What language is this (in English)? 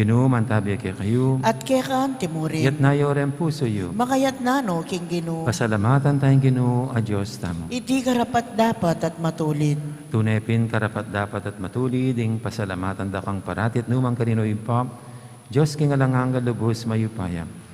Pampanga